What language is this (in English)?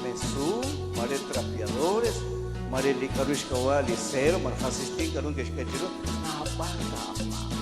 Kekchí